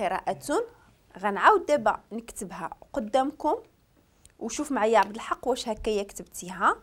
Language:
Moroccan Arabic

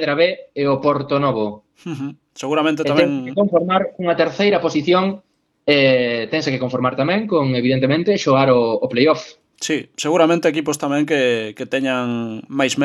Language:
Galician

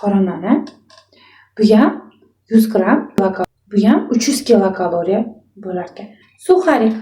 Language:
Uzbek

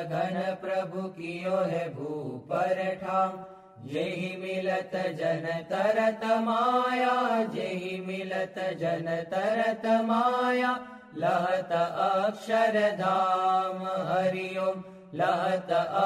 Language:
Gujarati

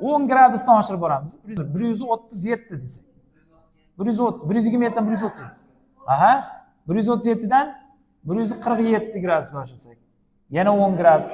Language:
Uzbek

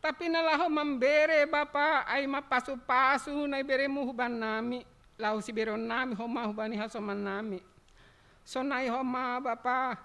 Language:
Batak Simalungun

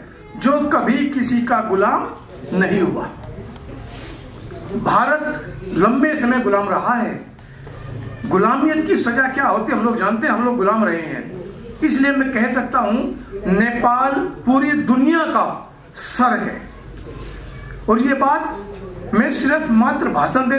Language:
Hindi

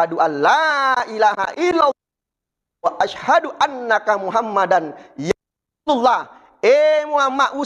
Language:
Buginese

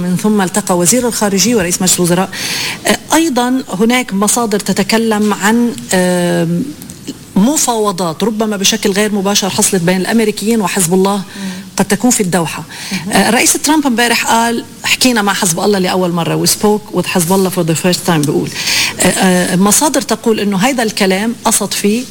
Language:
North Levantine Arabic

